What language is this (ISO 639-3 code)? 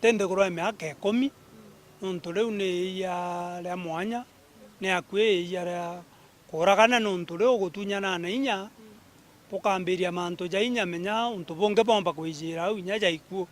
mer